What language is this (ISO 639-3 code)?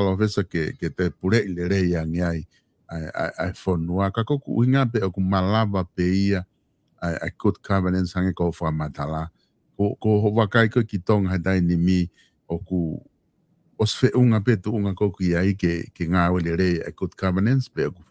ton